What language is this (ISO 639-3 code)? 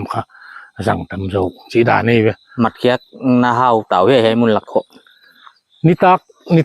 pck